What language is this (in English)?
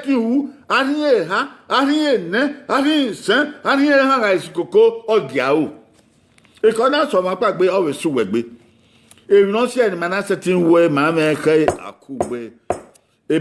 Bini